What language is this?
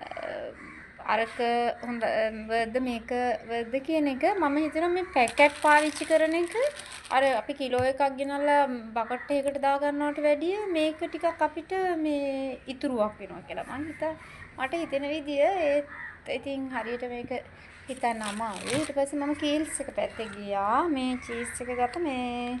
Sinhala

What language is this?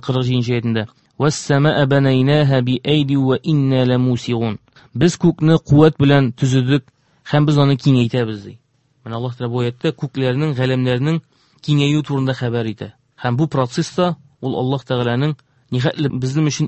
Tatar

